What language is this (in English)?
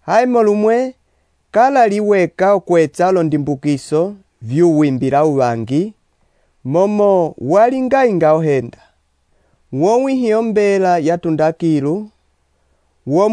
Umbundu